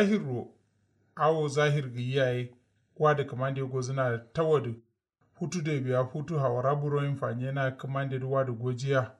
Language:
Kanuri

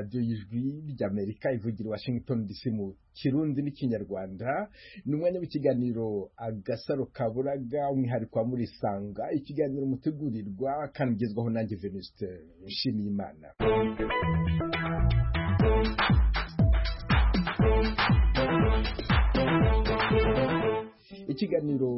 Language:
Kinyarwanda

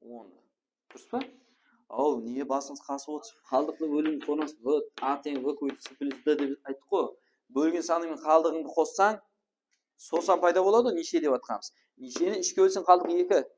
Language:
Kara-Kalpak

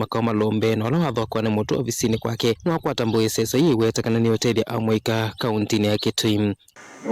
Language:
Kamba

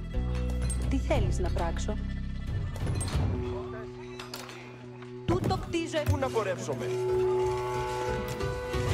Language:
Greek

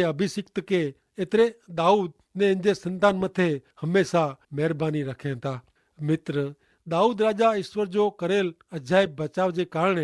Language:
Kachhi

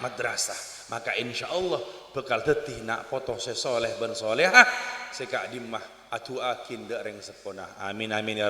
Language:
Madurese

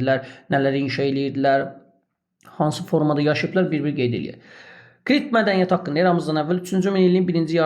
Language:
Azerbaijani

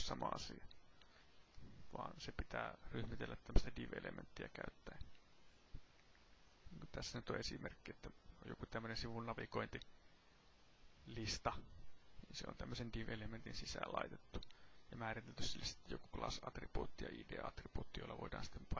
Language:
Finnish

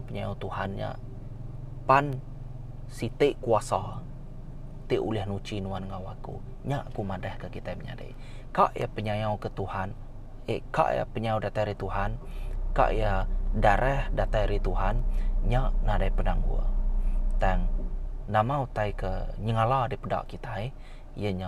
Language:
Iban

